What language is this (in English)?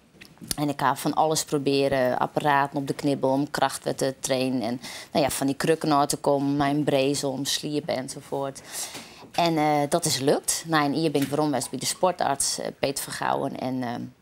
Western Frisian